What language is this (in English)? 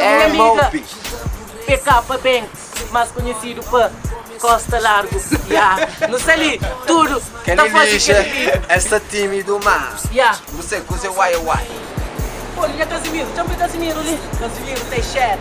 Kabuverdianu